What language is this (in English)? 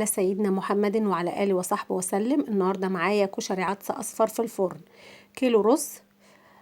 Egyptian Arabic